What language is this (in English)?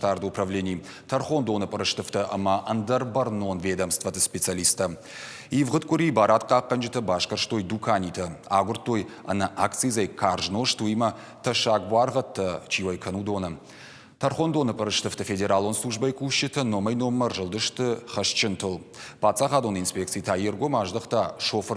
Ossetic